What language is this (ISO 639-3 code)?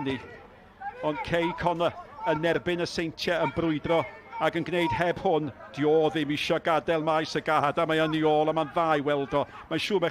cym